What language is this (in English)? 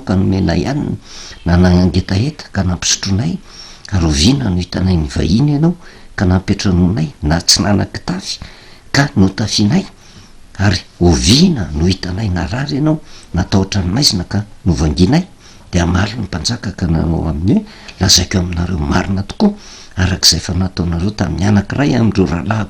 Malagasy